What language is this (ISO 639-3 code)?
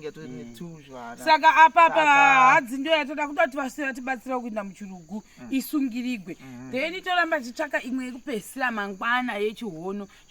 sna